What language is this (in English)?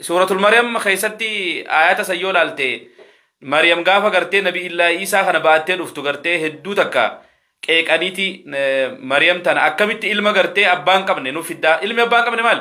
Oromo